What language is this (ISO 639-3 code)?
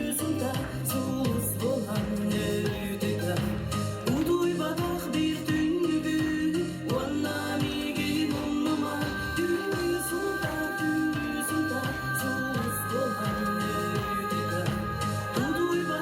sah